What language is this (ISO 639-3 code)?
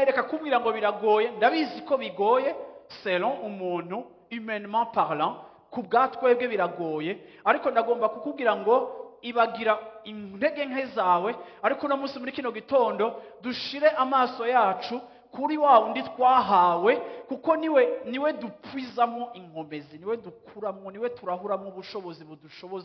run